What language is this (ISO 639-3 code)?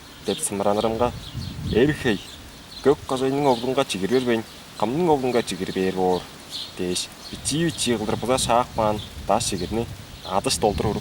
tyv